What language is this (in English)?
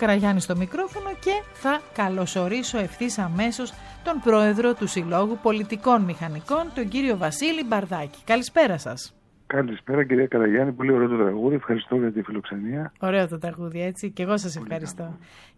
Greek